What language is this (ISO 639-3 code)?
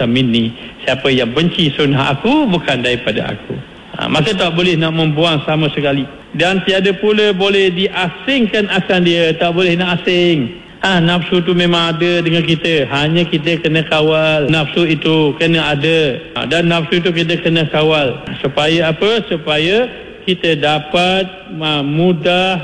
msa